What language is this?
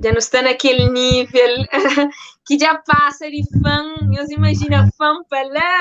Kabuverdianu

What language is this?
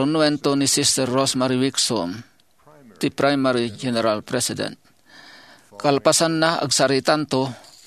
Iloko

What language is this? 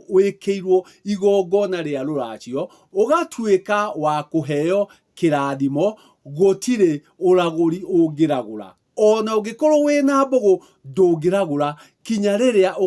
Kikuyu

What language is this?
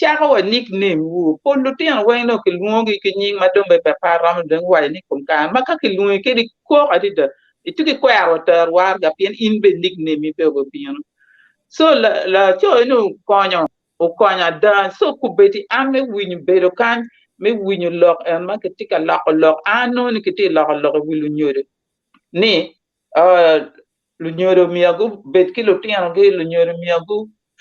Acoli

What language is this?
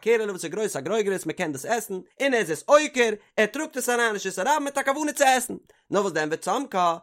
Yiddish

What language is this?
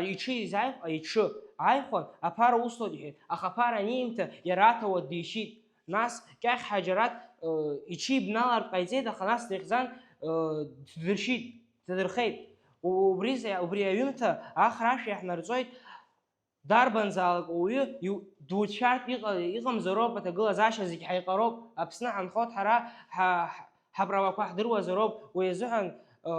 Abkhazian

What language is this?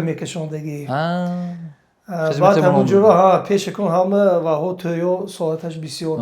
Tajik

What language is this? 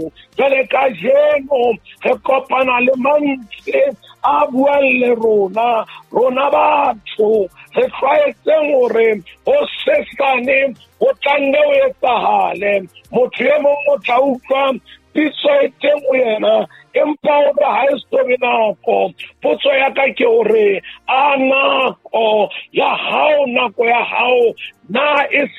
Southern Sotho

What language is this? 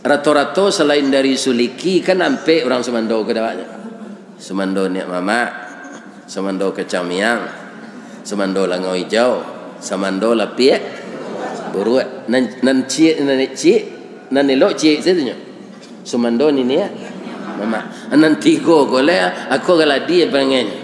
Minangkabau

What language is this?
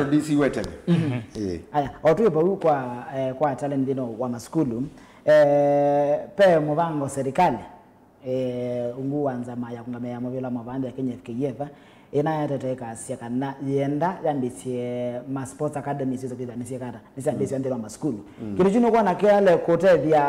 Kamba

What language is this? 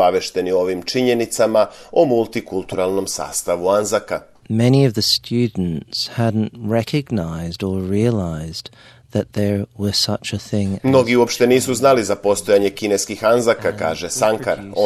Serbian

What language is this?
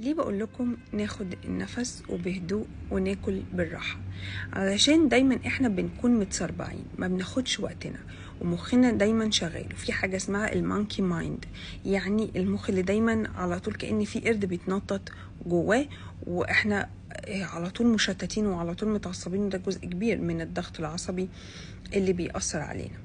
Egyptian Arabic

